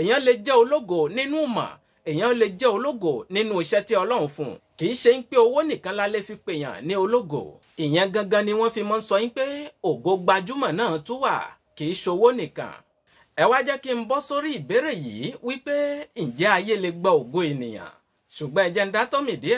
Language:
Yoruba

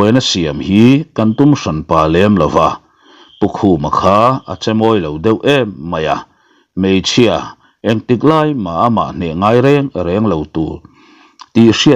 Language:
Mizo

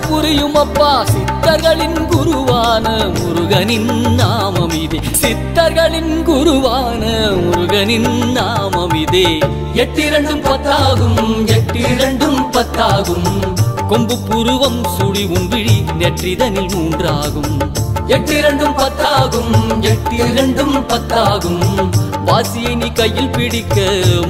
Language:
Tamil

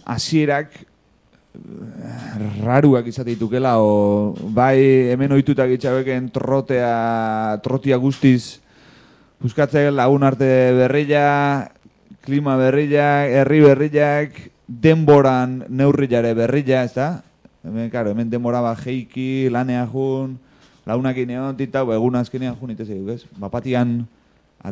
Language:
Basque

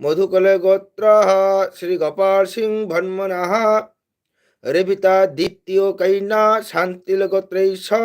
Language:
Manipuri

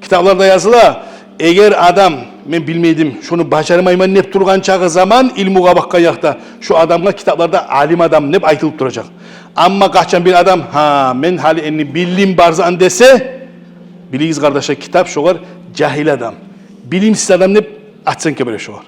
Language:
Kumyk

